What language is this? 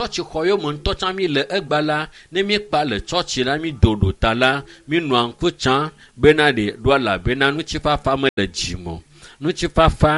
Ewe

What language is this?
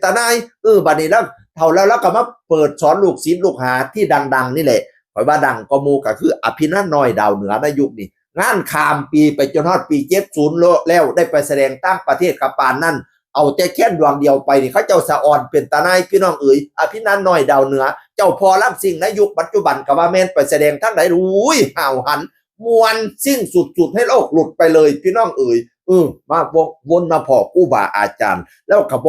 Northeastern Thai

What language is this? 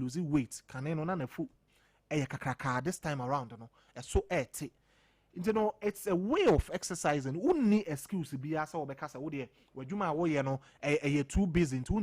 Akan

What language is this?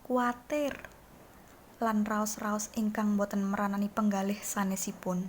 Javanese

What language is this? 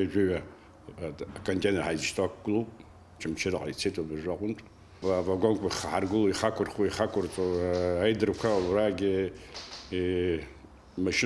Abkhazian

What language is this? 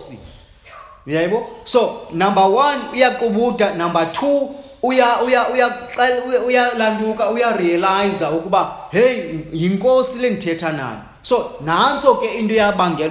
Xhosa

